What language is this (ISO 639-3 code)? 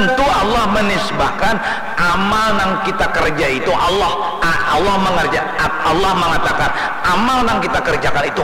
bjn